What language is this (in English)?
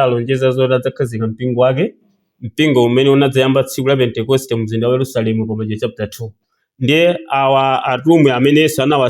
Nyanja